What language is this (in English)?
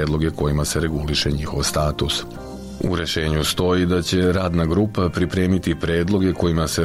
Serbian